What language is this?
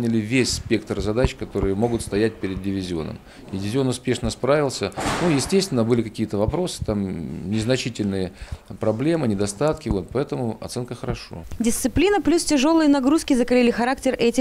Russian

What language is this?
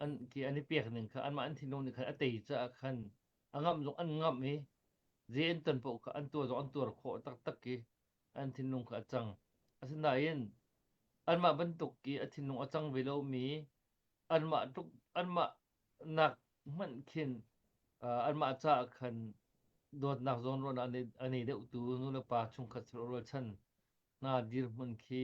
Hakha Chin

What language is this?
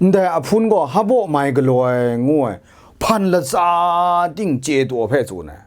Kachin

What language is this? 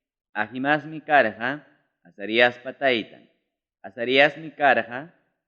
Ayacucho Quechua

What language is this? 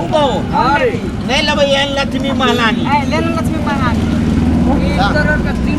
Maithili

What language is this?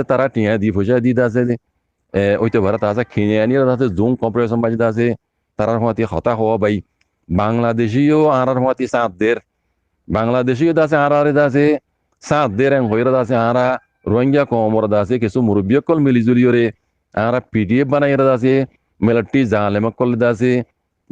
Rohingya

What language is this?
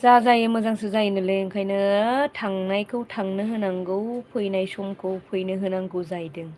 Bodo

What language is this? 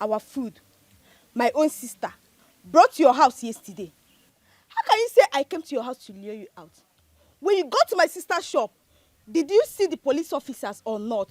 Nigerian Pidgin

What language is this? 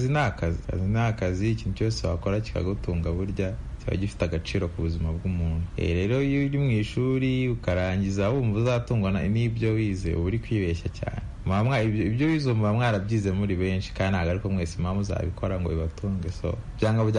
Kinyarwanda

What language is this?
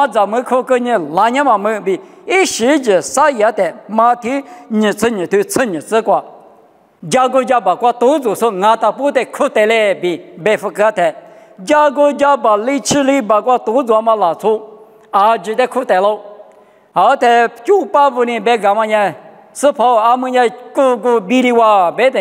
Lisu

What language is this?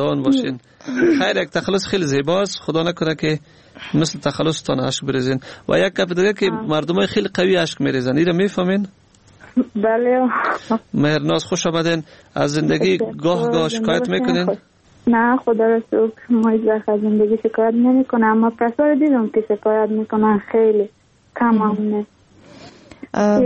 Persian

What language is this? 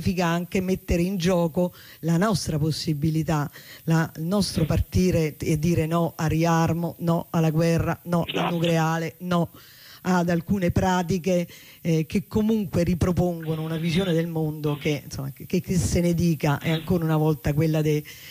Italian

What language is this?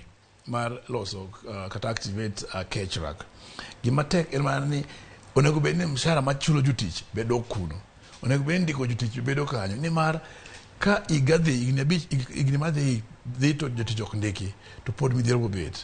Luo (Kenya and Tanzania)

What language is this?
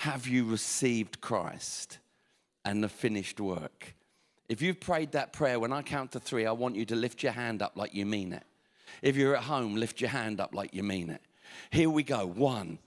English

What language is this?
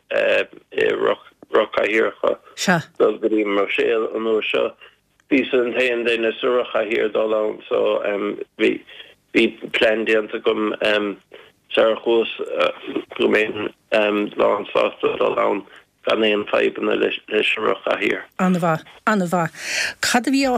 Irish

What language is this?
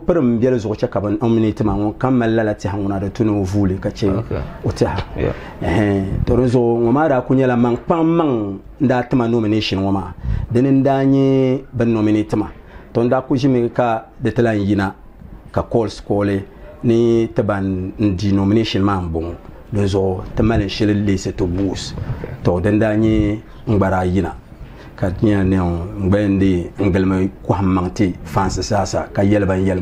Dagbani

